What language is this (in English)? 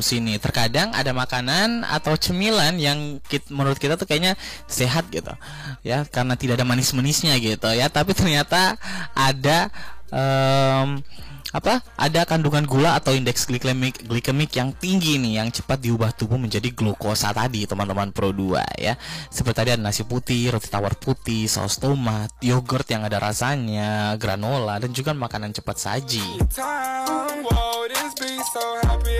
Indonesian